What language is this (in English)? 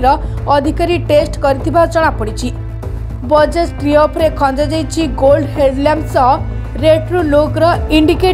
Odia